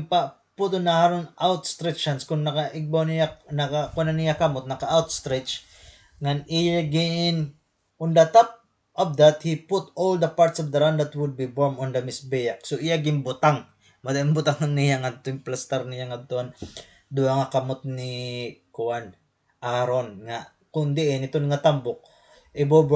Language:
Waray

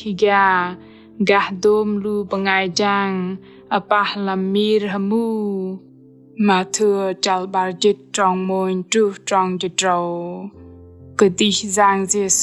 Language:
Bahnar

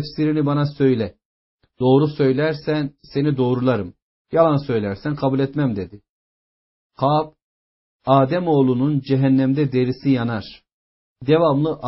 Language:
Turkish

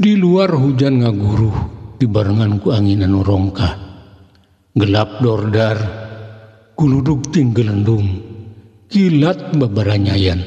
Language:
Sundanese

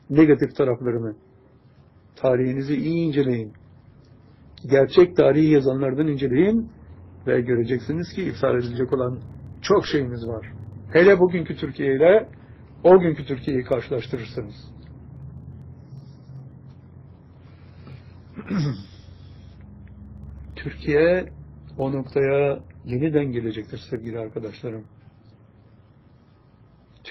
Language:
Turkish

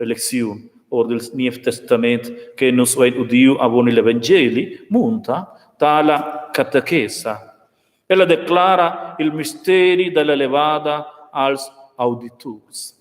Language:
Romansh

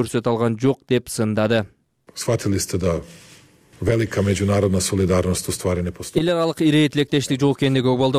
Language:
Kyrgyz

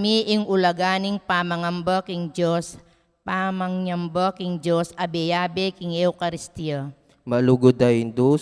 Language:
Pampanga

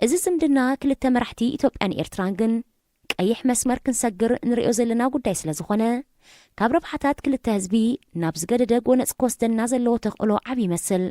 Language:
Tigrinya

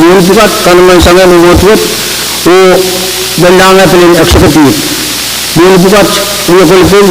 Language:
Pohnpeian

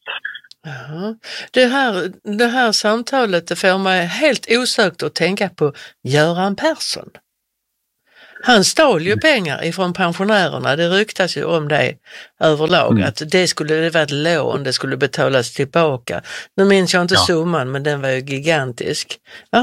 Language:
Swedish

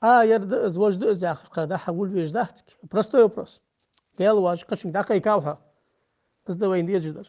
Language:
Ingush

